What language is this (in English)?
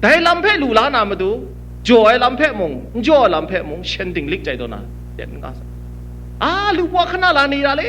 Kachin